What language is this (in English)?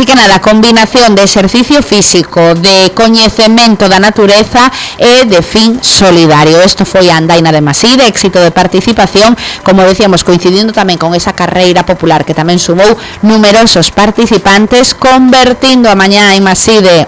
Galician